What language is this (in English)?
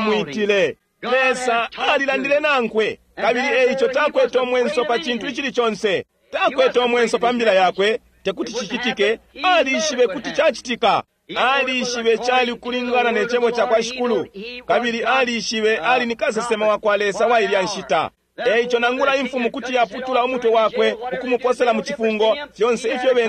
Bemba